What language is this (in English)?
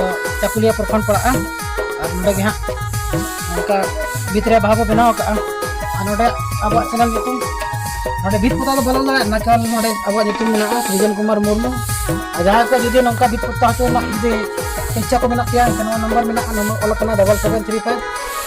Santali